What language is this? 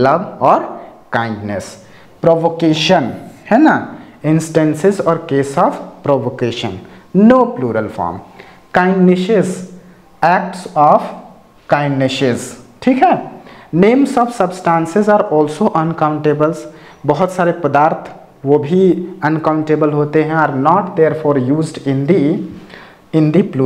Hindi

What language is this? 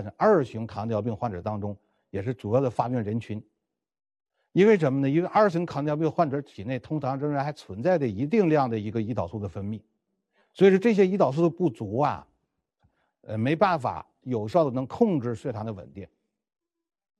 Chinese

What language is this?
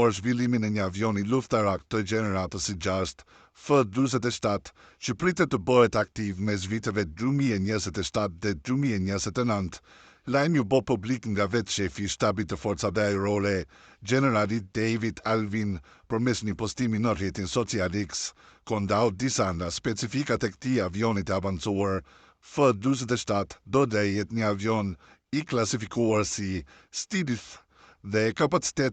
Albanian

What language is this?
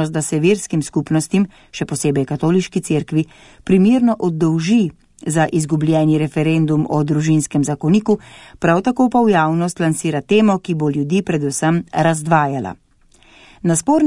Slovenian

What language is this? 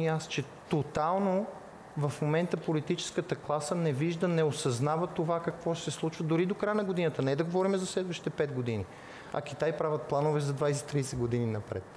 Bulgarian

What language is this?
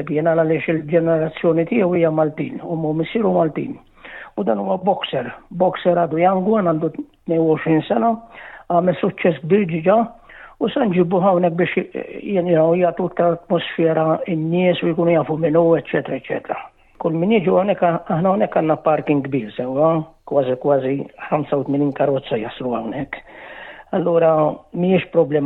Maltese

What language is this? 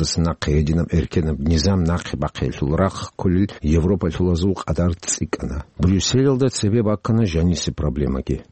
Avaric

